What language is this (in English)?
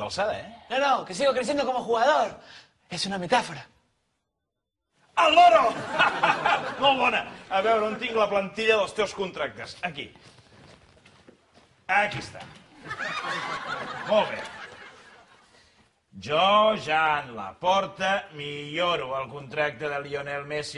Catalan